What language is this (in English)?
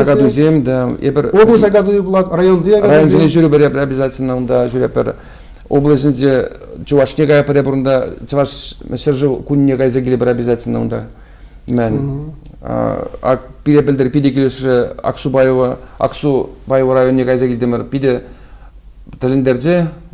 Chuvash